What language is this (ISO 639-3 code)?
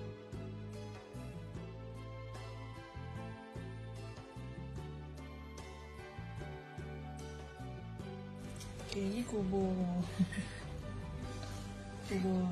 msa